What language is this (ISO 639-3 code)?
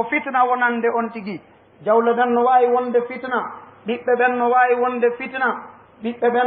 ful